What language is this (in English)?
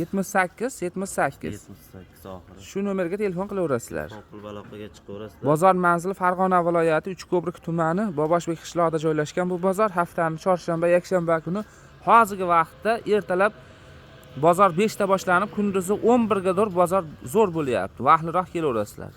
Uzbek